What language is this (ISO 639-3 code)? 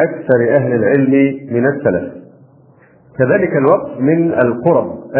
ara